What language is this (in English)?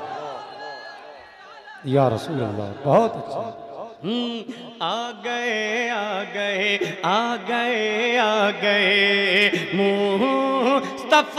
Hindi